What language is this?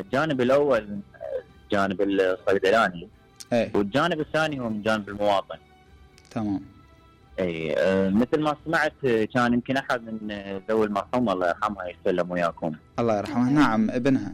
Mesopotamian Arabic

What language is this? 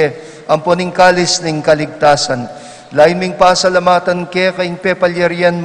Pampanga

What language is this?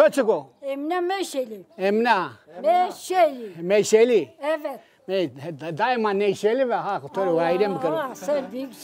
Zaza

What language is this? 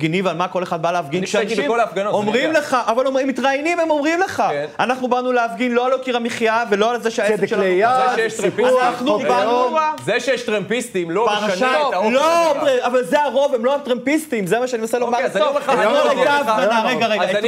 Hebrew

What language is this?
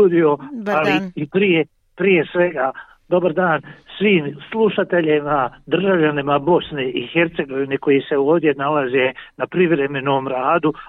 Bosnian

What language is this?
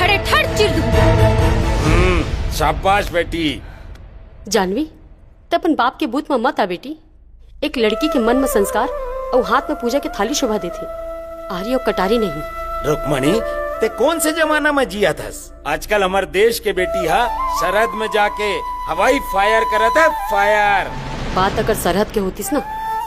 Chhattisgarhi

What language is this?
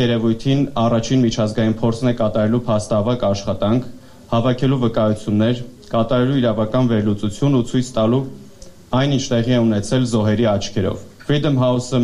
Armenian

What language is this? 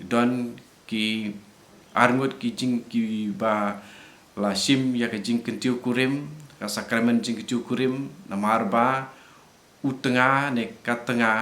Khasi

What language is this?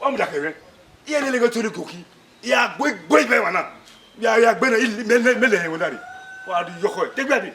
Bini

